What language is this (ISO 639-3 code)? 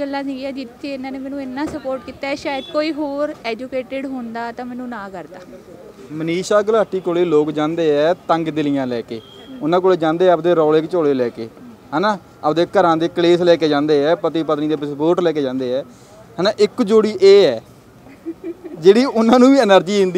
pan